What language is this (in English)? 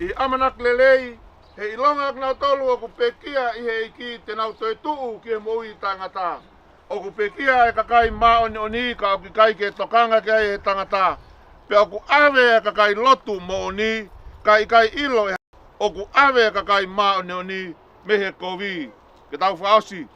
Tongan